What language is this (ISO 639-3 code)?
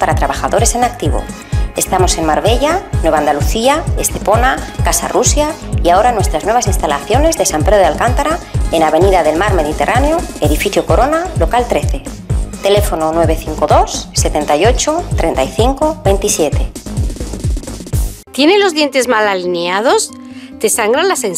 spa